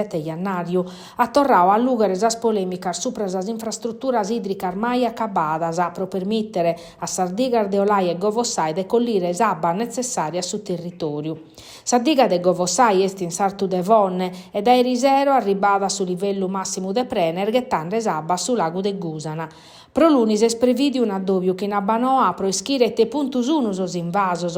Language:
Sardinian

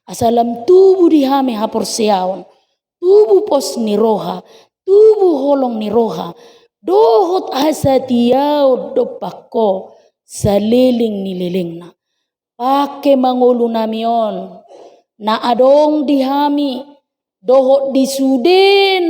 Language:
Batak Toba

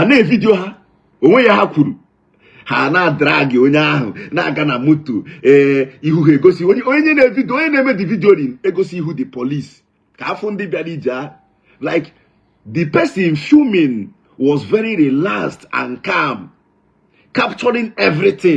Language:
Igbo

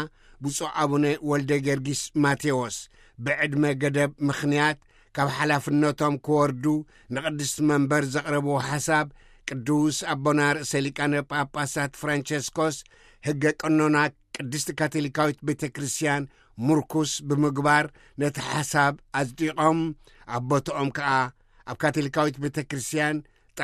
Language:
Tigrinya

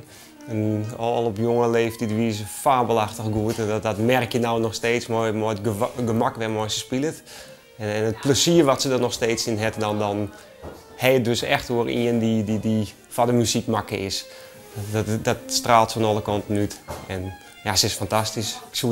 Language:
Western Frisian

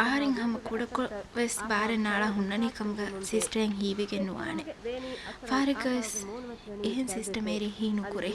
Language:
Divehi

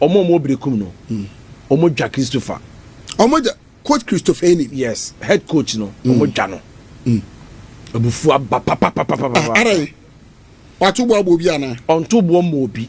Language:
Akan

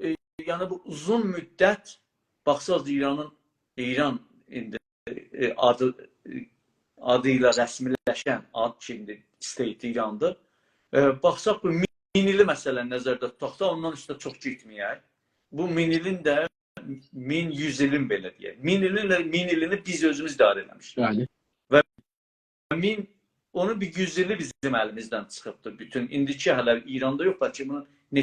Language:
South Azerbaijani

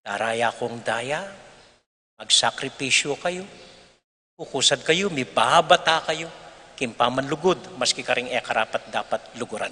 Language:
Pampanga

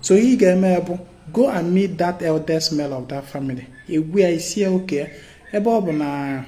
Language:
Igbo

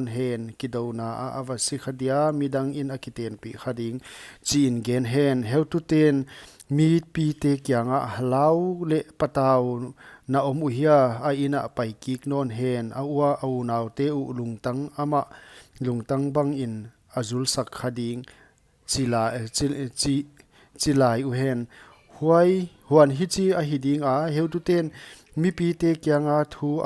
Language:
Paite Chin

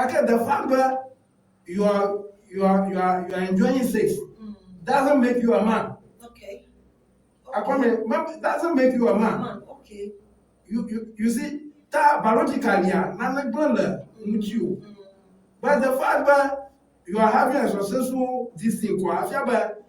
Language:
Ewe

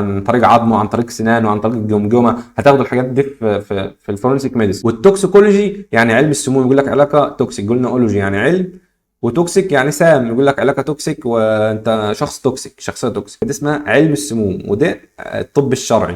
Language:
Egyptian Arabic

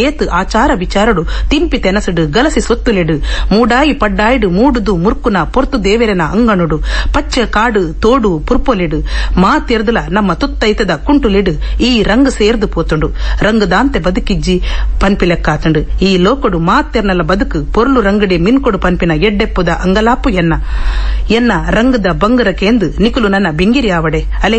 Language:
Tulu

